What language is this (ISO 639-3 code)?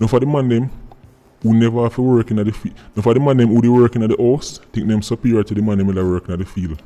jam